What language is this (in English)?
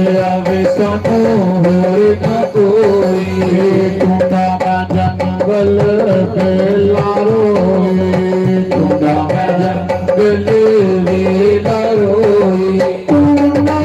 Dogri